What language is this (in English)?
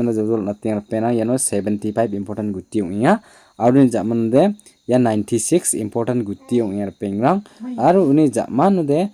Garo